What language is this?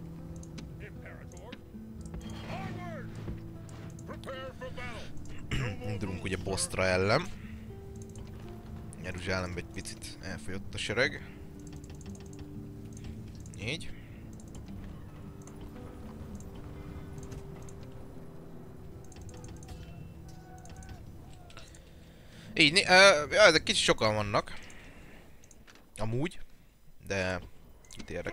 Hungarian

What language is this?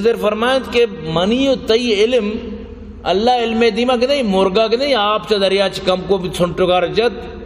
Baluchi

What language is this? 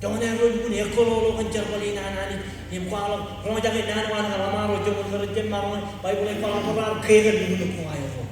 Marshallese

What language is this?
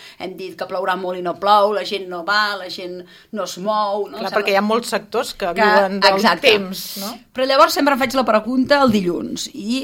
Catalan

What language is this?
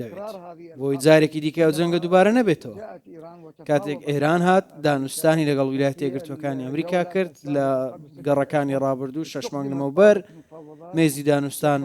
Central Kurdish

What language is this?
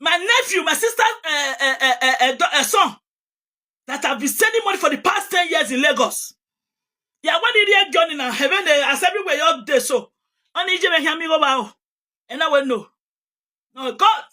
Nigerian Pidgin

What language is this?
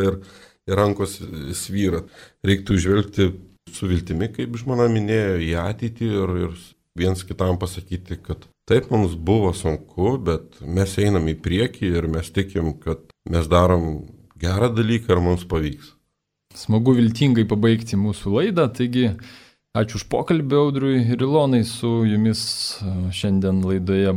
Lithuanian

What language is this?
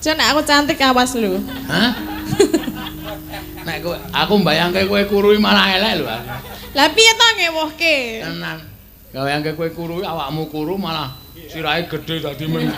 Javanese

